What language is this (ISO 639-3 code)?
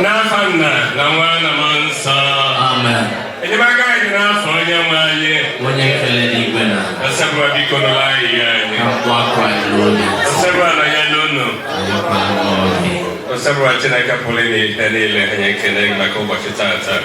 ibo